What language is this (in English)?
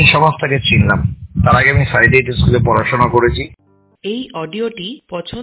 Bangla